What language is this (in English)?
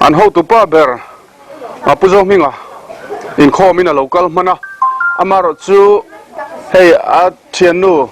Mizo